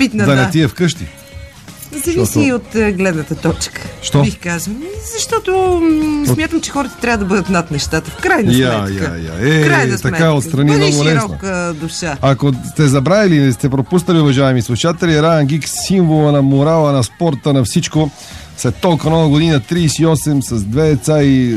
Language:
Bulgarian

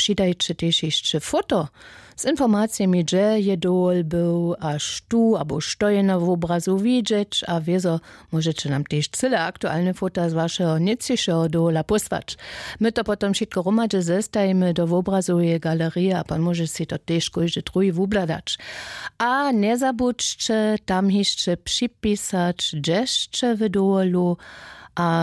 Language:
Upper Sorbian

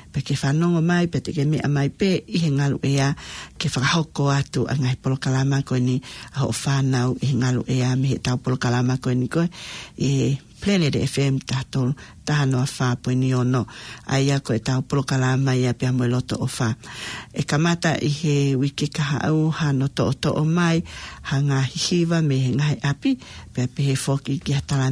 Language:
Tongan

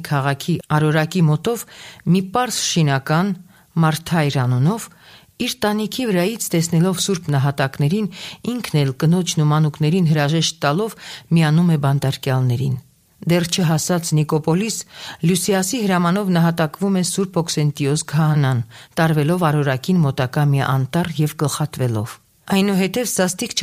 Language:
Armenian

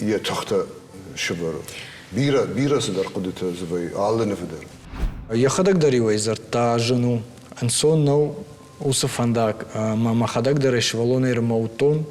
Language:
Ossetic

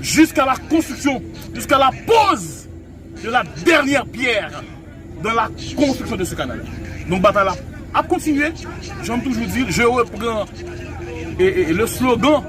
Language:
Haitian Creole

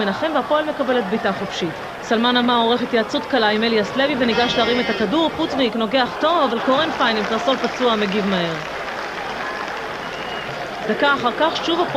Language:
Hebrew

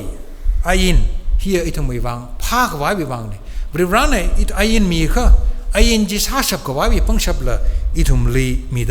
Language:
Tangkhul Naga (India)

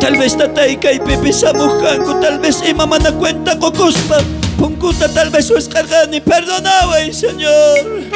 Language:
South Bolivian Quechua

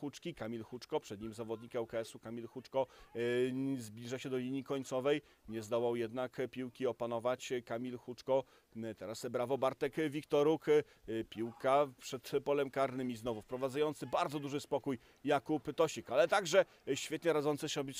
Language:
Polish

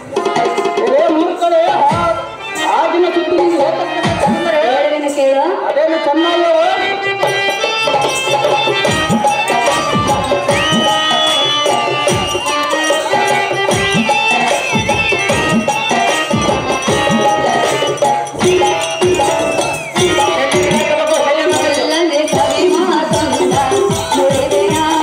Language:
Kannada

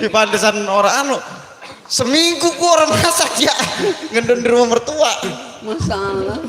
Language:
Betawi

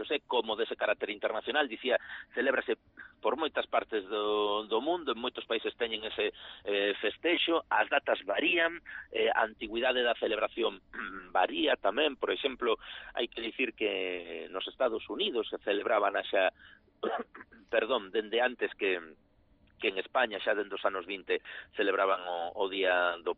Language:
Galician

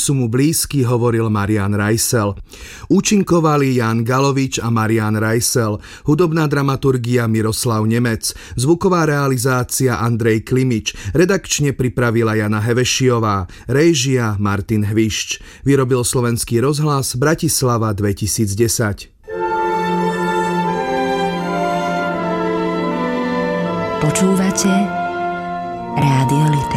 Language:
Slovak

